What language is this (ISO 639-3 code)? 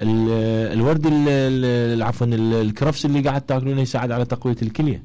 acm